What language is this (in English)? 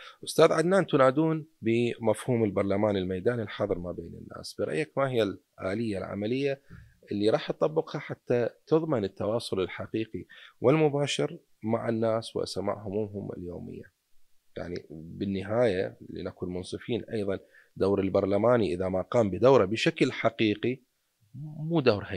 Mesopotamian Arabic